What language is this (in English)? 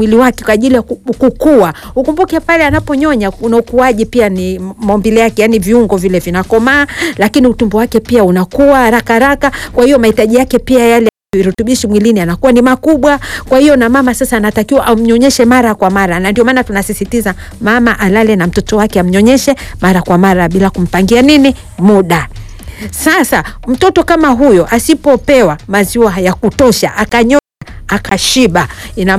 Swahili